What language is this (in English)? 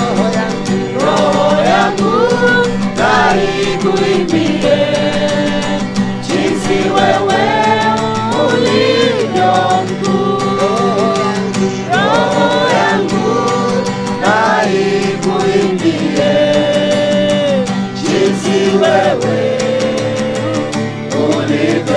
Swahili